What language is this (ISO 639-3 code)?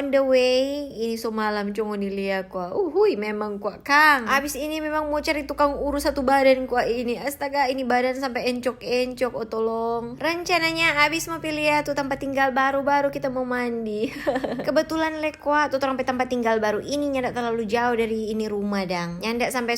xmm